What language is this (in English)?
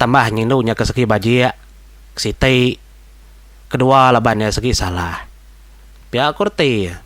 Iban